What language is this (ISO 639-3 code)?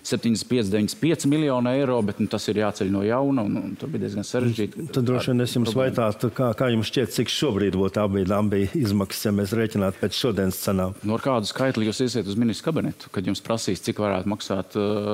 lav